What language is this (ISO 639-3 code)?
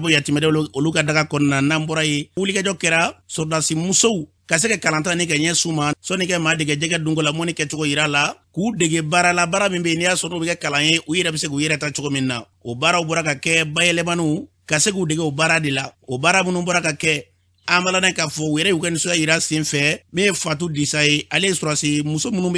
bam